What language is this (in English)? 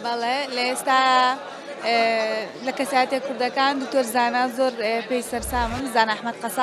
Central Kurdish